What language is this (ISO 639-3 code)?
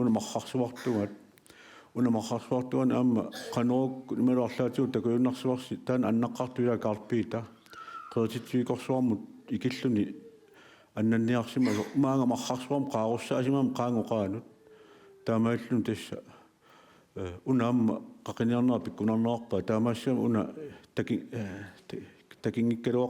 kal